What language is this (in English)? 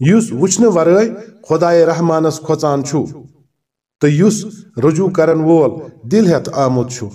Kashmiri